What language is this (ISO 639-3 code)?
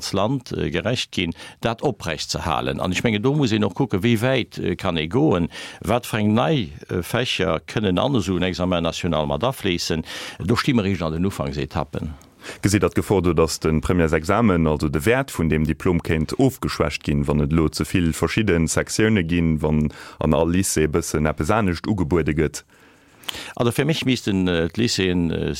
ltz